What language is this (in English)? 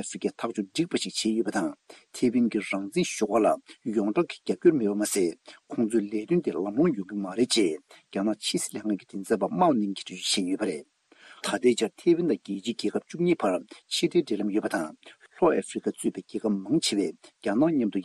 Tibetan